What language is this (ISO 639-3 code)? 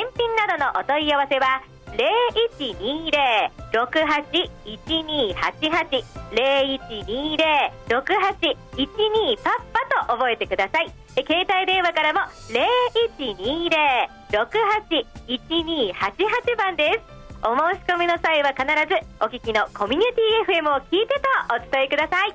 jpn